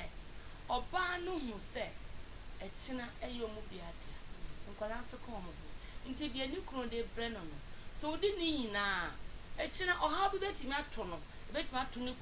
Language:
Akan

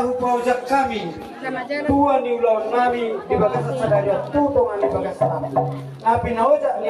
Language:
Batak Toba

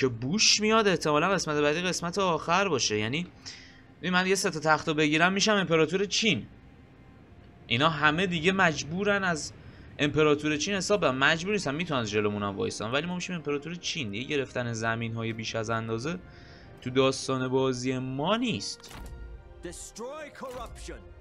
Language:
Persian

